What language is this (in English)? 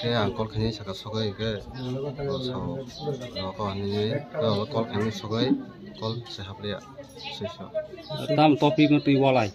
Kok Borok